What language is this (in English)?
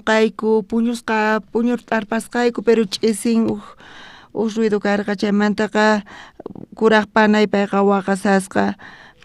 South Bolivian Quechua